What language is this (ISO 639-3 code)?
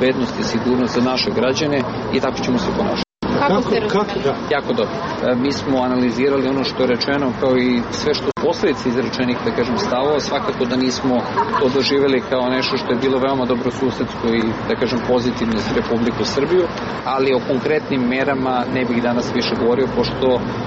srp